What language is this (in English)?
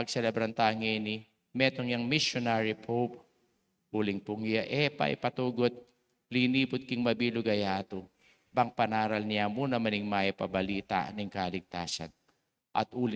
Pampanga